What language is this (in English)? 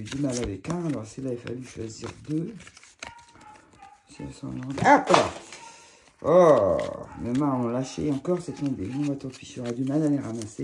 French